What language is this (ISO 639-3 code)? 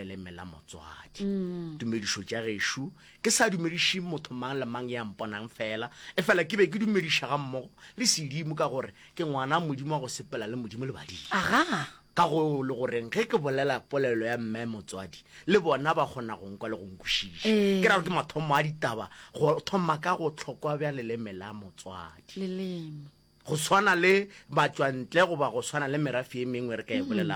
nso